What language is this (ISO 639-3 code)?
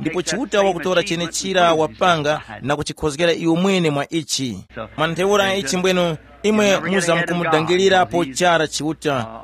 tum